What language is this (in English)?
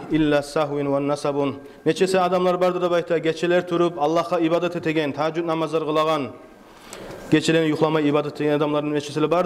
Kumyk